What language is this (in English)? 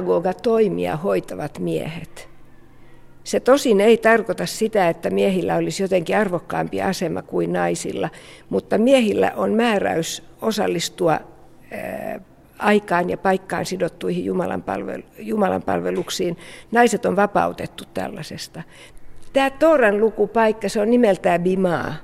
Finnish